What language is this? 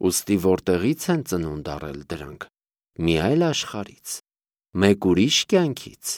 Armenian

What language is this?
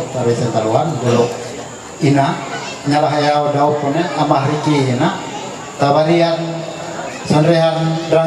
Ma'anyan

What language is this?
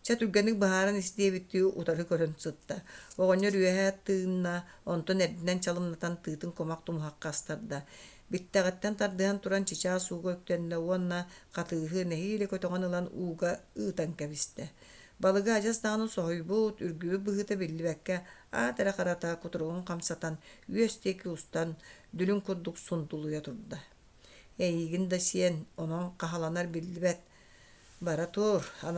Yakut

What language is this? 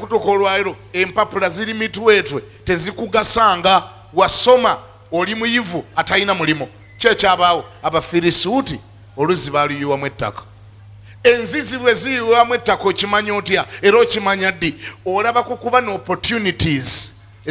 Ganda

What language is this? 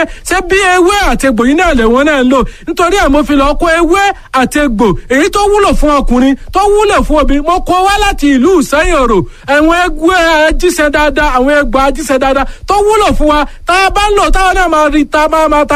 Yoruba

